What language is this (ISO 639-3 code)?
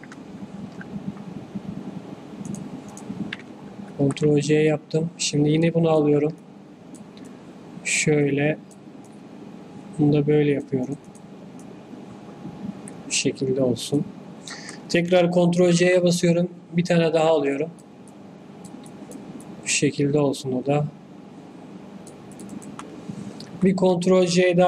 tur